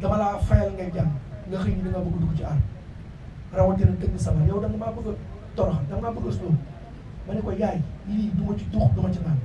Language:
Wolof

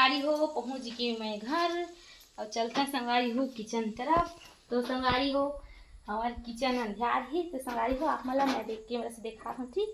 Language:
Chhattisgarhi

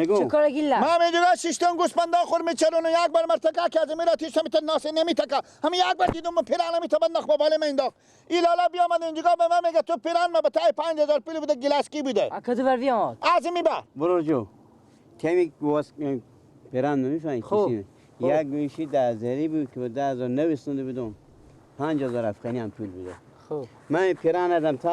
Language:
Persian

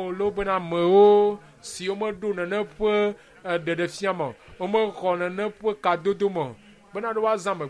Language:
Ewe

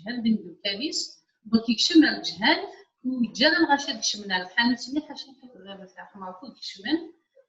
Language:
Kabyle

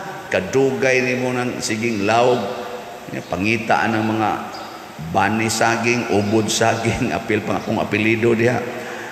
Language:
Cebuano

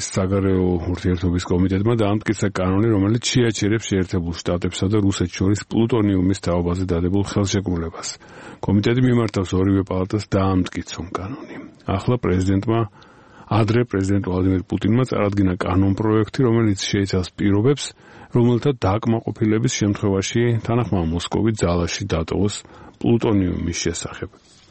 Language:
Georgian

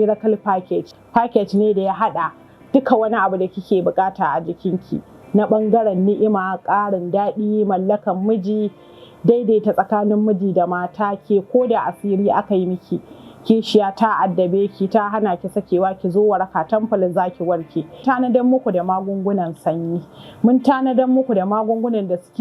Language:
Hausa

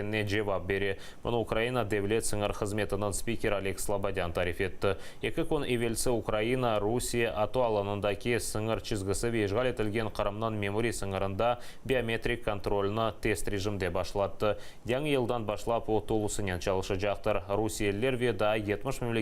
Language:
Crimean Tatar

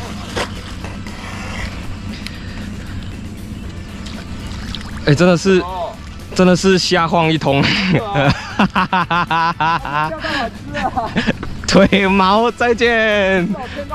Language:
Chinese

